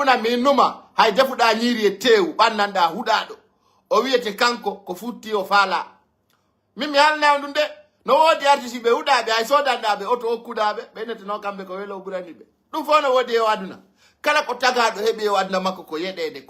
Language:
Pular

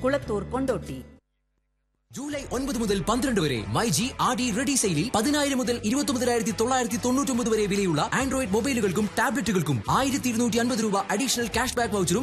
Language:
Malayalam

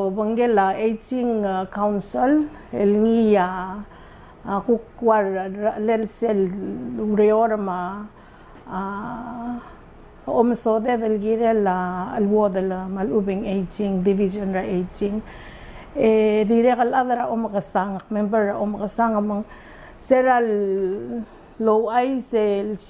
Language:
Palauan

